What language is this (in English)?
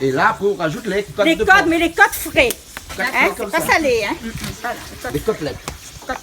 Réunion Creole French